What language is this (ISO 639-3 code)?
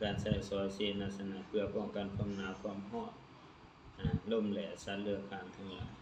lao